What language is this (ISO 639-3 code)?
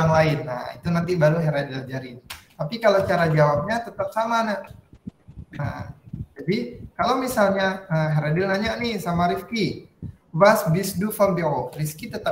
ind